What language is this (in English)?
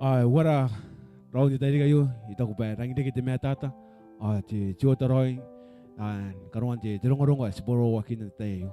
Gilbertese